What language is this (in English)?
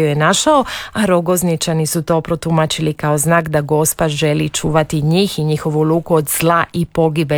Croatian